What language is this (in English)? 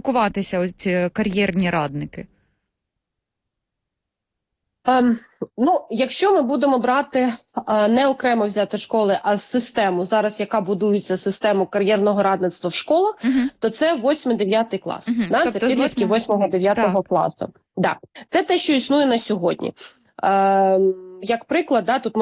Ukrainian